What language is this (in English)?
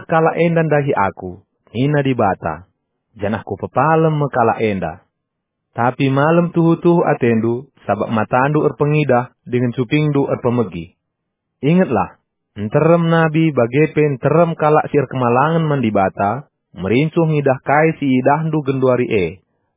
Batak Karo